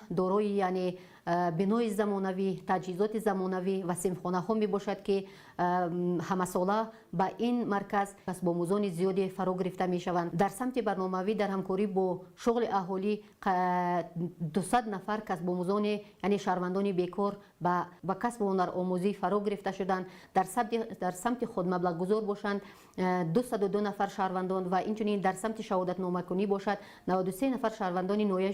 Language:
Tajik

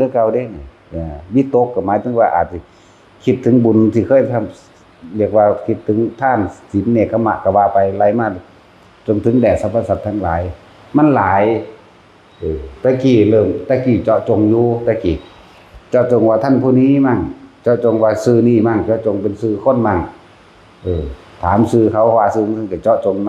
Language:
Northeastern Thai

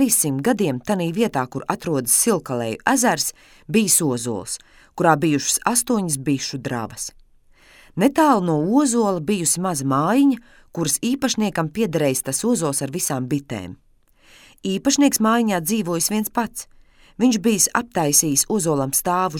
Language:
Latvian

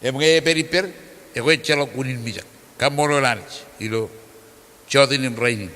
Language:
Marshallese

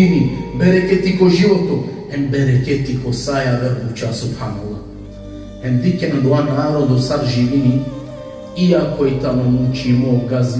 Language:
Balkan Romani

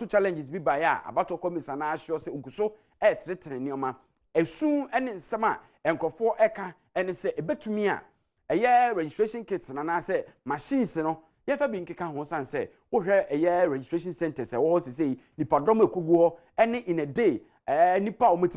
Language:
Akan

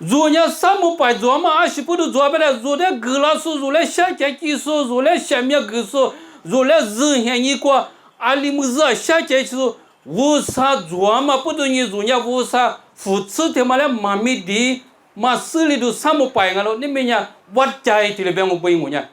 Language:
Lisu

